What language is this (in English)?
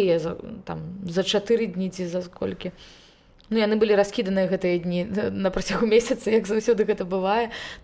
Belarusian